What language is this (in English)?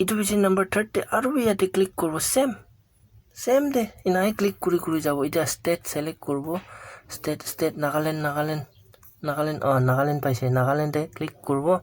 Naga Pidgin